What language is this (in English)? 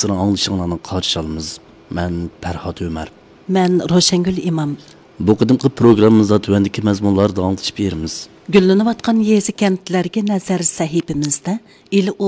Uyghur